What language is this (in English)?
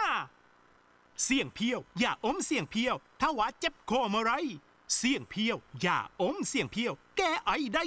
Thai